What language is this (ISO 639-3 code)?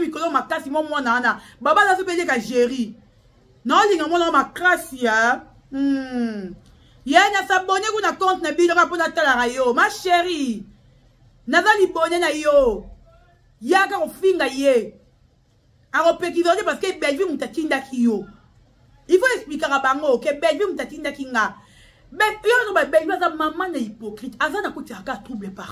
lin